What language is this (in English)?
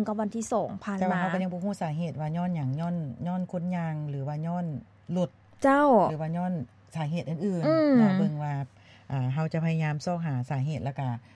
Lao